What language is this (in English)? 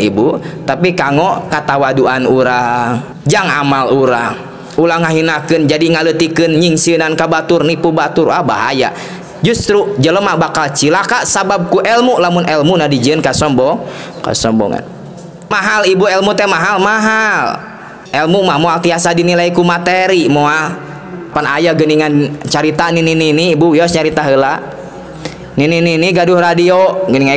Sundanese